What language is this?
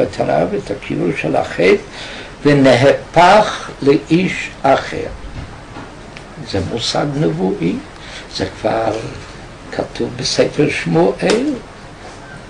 Hebrew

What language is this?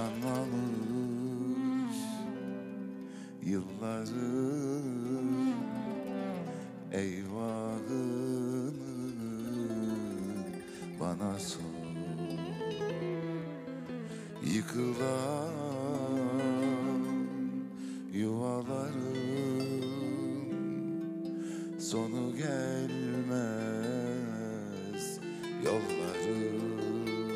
Turkish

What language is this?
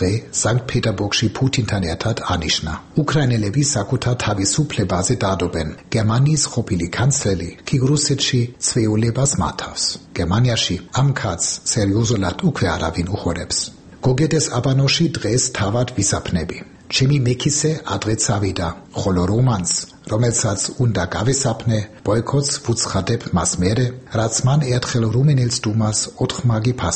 Georgian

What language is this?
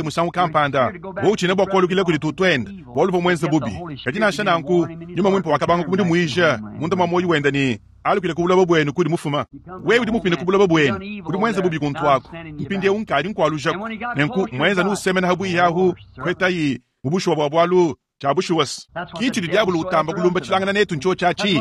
Luba-Lulua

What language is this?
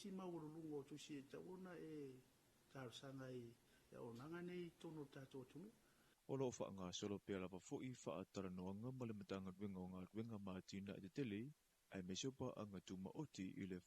Samoan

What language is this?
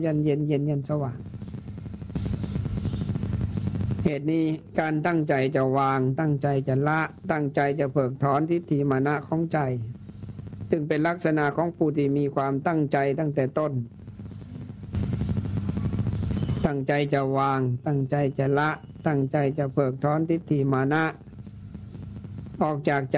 Thai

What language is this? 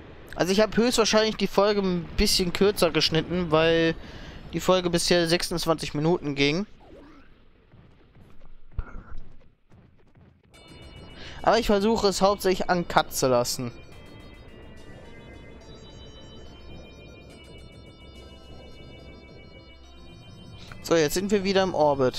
German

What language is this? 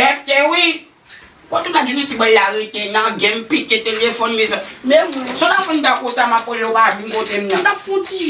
Haitian Creole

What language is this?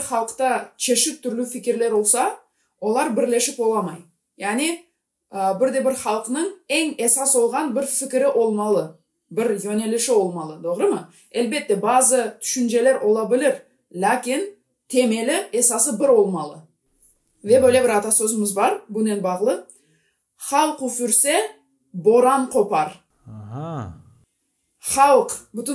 Gagauz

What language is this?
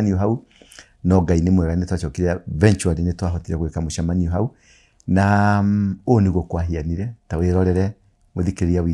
Kikuyu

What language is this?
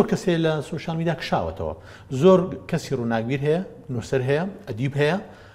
Central Kurdish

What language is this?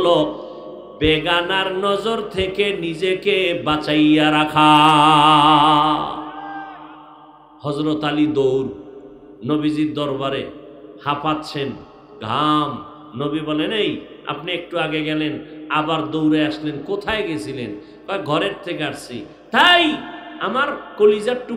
Bangla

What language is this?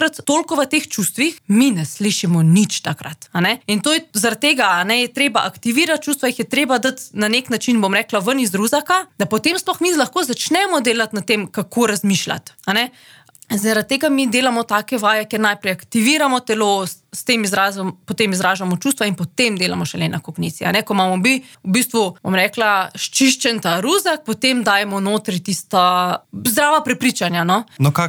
Slovenian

